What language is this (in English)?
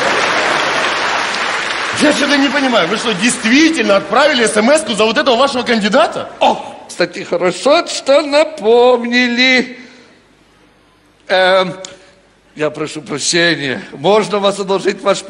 Russian